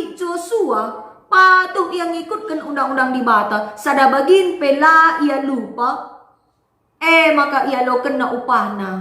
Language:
Batak Karo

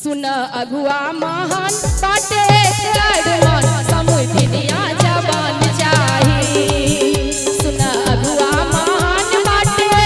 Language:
Bhojpuri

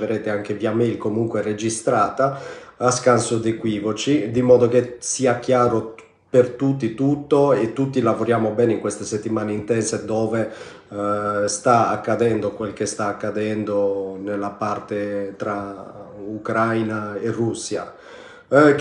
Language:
Italian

